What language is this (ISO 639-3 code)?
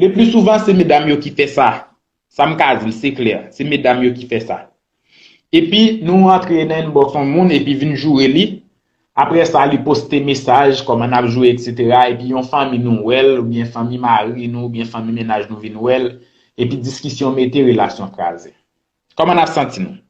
hat